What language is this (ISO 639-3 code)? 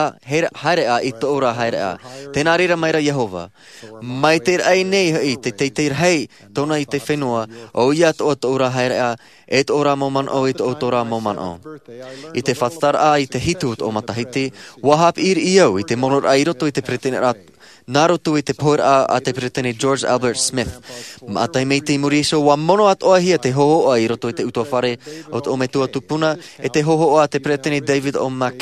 tah